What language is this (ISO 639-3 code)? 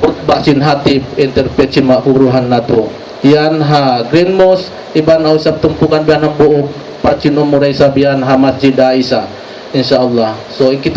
tsg